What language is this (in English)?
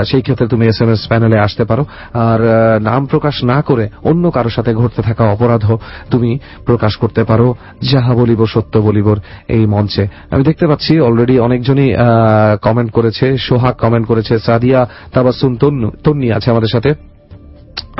Bangla